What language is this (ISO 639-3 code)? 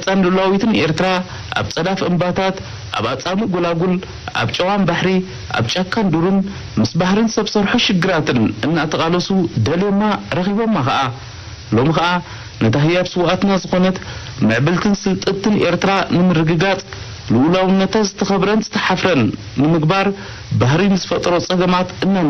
tir